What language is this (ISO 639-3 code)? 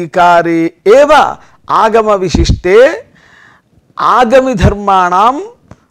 san